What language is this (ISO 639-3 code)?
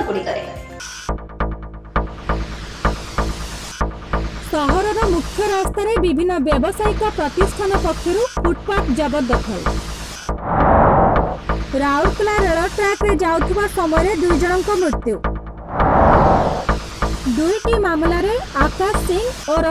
ori